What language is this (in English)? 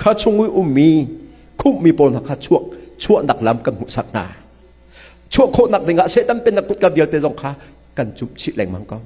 Hakha Chin